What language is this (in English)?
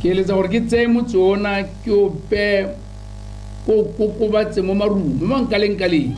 Tswana